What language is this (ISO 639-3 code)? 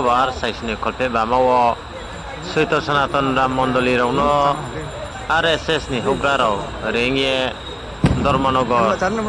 ria